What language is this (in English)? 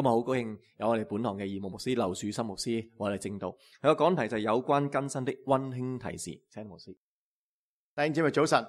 Cantonese